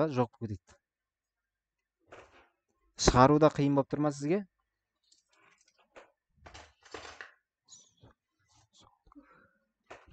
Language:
Kazakh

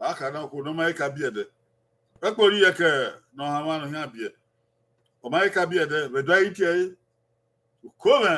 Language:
Bini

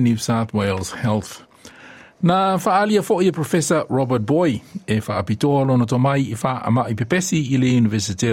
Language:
Samoan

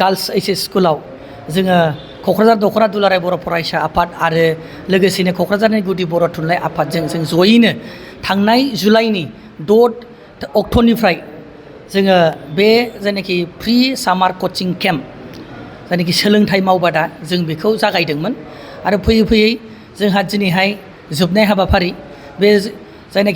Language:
Bodo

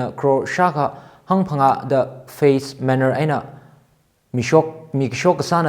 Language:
Tangkhul Naga (India)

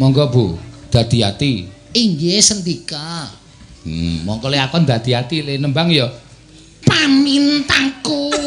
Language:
Javanese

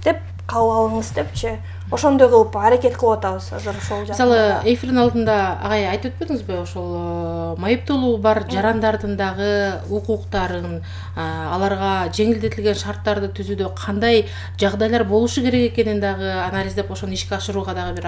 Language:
Kyrgyz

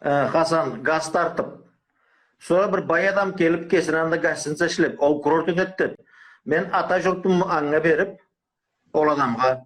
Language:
Karachay-Balkar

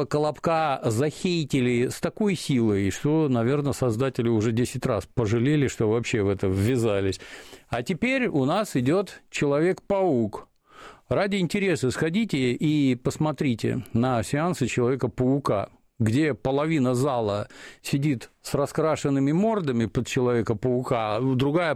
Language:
Russian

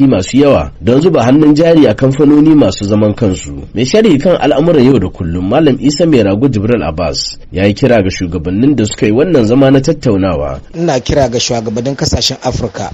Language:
Hausa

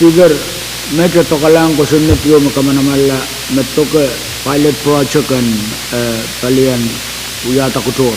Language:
Pohnpeian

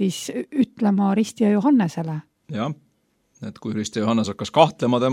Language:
Estonian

